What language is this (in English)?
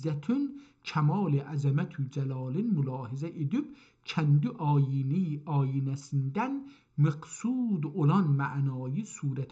South Azerbaijani